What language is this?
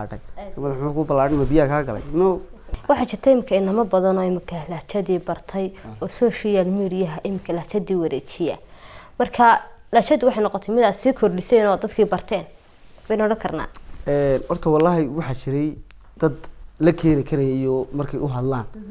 Somali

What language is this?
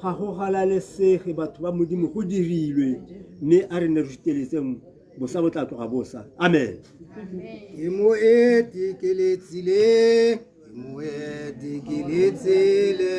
Tswana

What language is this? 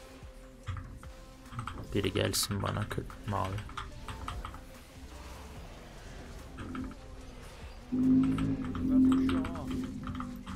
Turkish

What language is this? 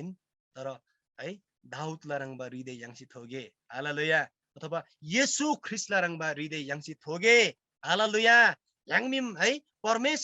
Eastern Tamang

